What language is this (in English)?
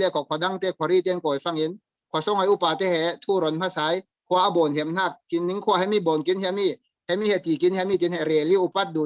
Falam Chin